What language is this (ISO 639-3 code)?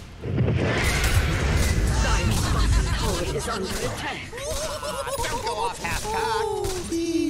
eng